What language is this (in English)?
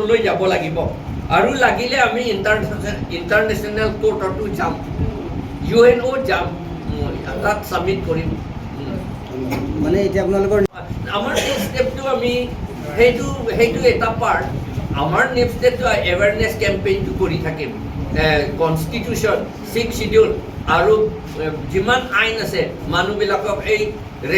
Karbi